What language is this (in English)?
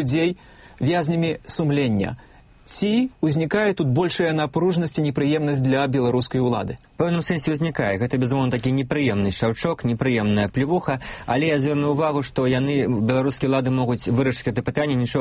Belarusian